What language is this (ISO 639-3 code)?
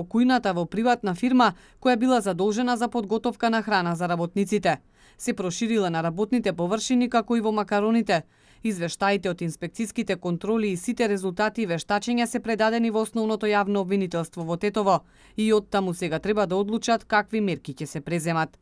mkd